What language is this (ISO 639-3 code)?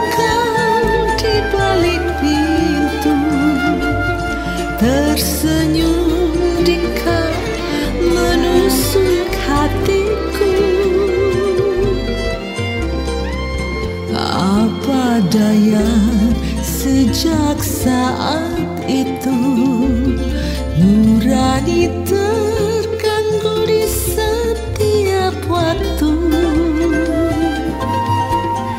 ind